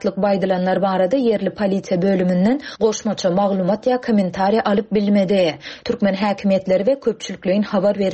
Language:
Turkmen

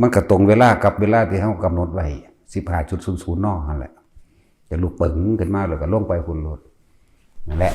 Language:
Northeastern Thai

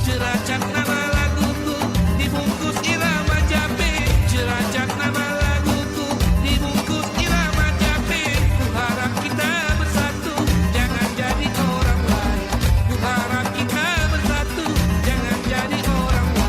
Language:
Musi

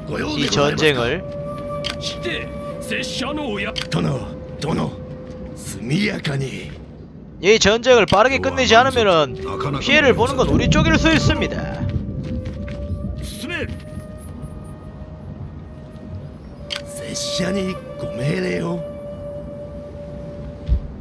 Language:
Korean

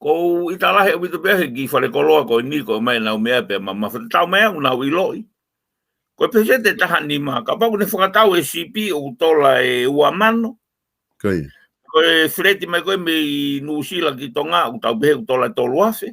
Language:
Tongan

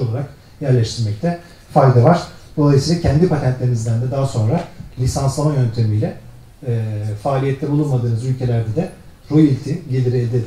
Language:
Turkish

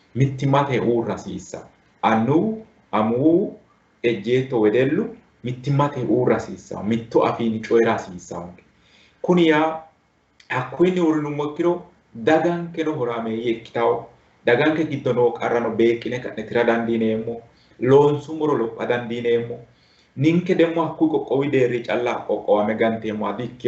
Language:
Sidamo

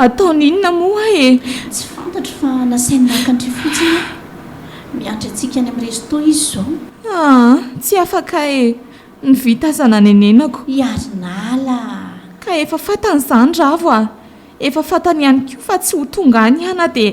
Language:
Malagasy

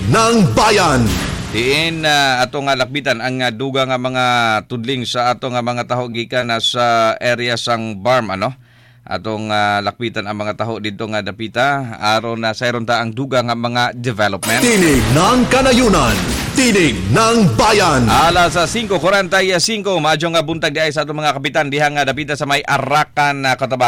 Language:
Cebuano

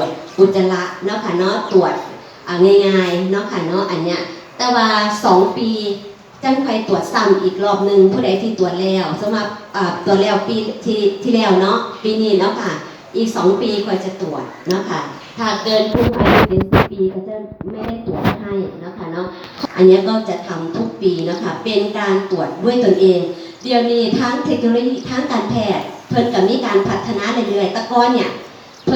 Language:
Northeastern Thai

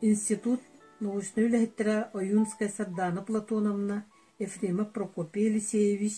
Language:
Yakut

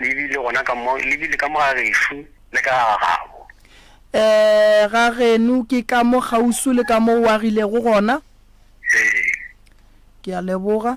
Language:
Northern Sotho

